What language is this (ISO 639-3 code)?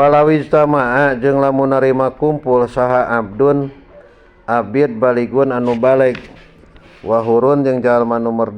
sun